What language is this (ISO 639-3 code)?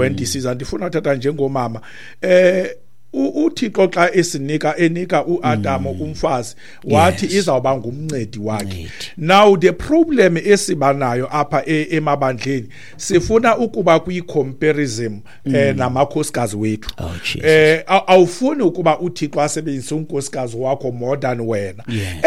xho